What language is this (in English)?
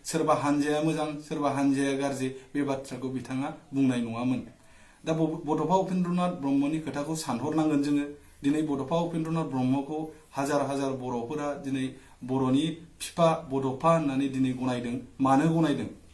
Bodo